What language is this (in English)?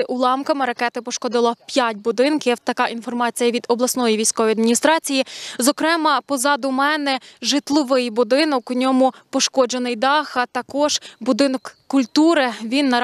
Ukrainian